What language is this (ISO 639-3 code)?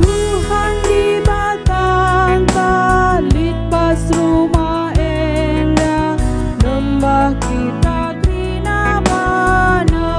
btx